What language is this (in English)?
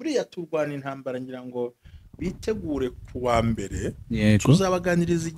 Kinyarwanda